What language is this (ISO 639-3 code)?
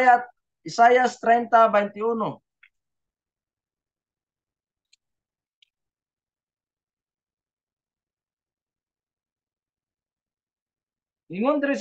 ceb